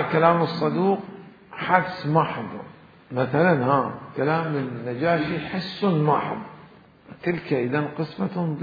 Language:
Mesopotamian Arabic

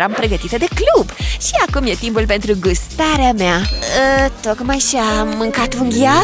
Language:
Romanian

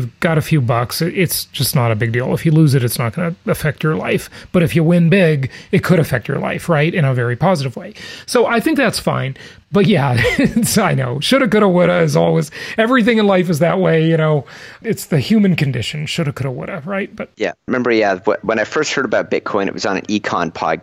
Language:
English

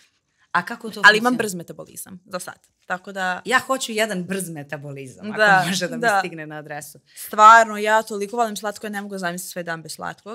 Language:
Serbian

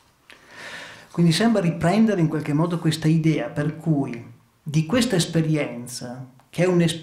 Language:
Italian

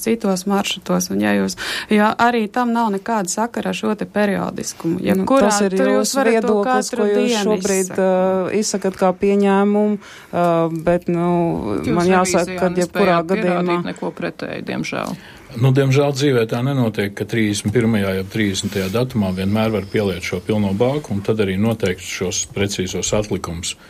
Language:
Latvian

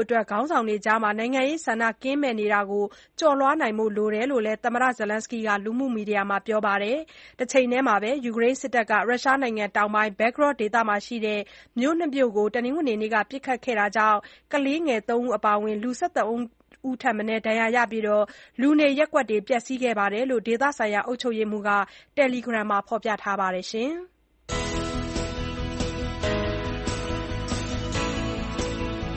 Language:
Burmese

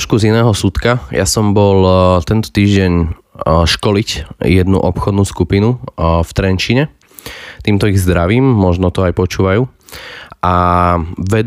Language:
Slovak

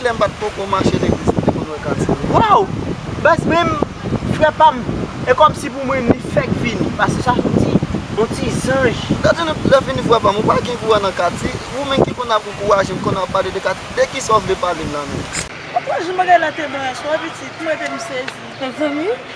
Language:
Haitian Creole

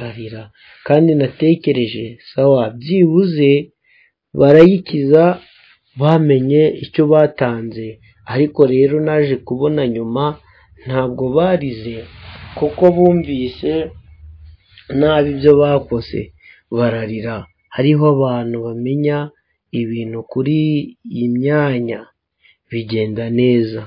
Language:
Kinyarwanda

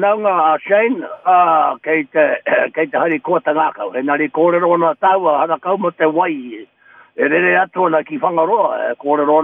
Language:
Māori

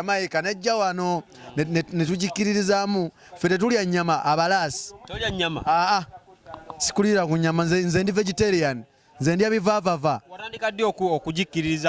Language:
Ganda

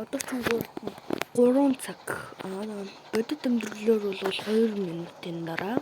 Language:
Mongolian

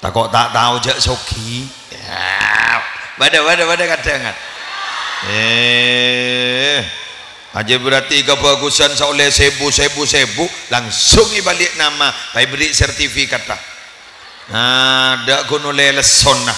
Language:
Madurese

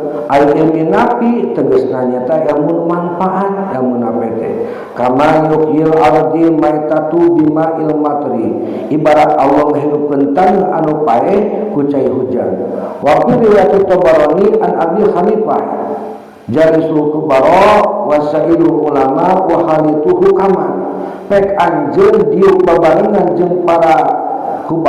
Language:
Sundanese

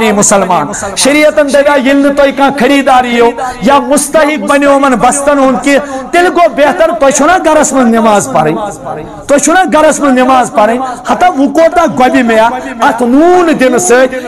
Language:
Kashmiri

